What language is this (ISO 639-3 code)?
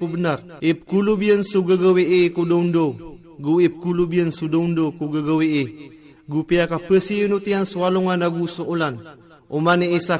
mrw